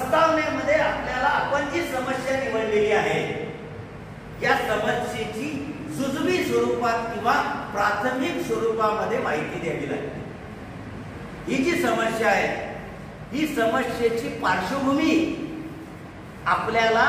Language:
Marathi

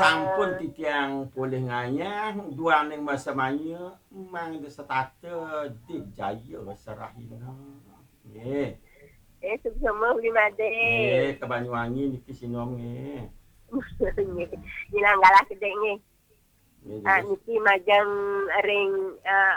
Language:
Balinese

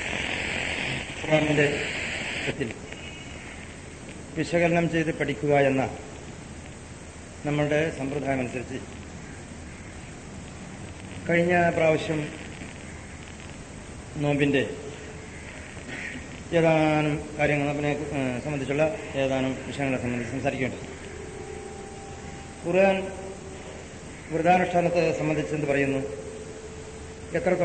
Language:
Malayalam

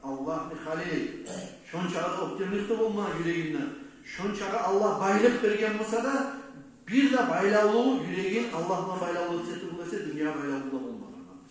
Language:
Kumyk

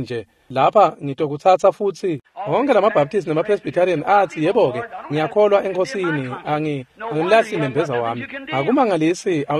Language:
Swati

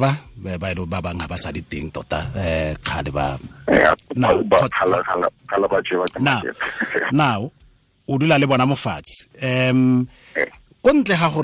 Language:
Tswana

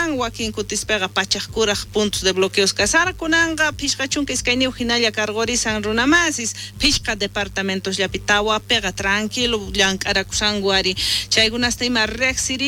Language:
South Bolivian Quechua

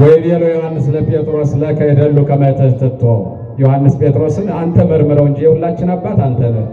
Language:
Amharic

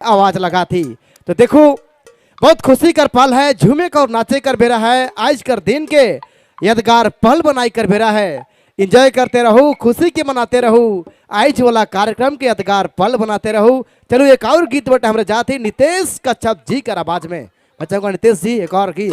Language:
Sadri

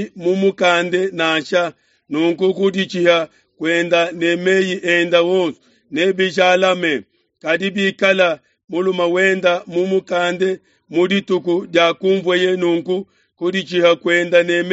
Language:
Luba-Lulua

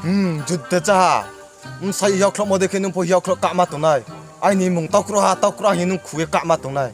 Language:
Riang (India)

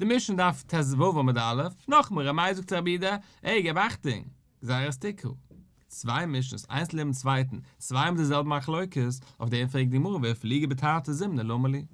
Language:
Yiddish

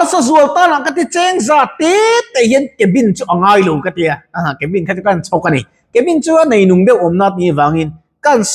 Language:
Mizo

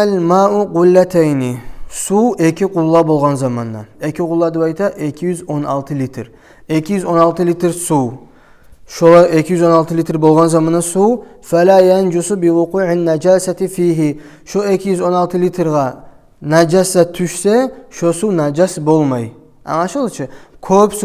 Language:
Kumyk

